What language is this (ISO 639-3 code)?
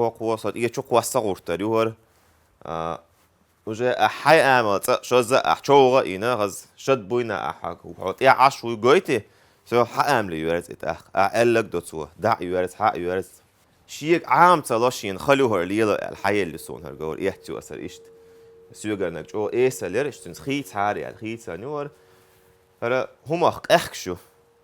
che